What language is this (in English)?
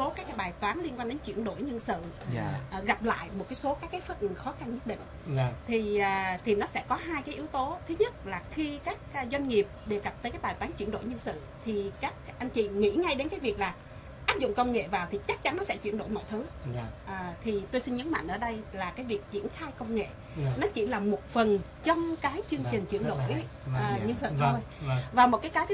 Vietnamese